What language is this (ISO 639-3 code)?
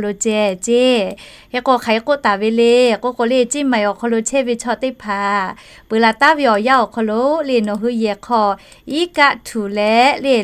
lhu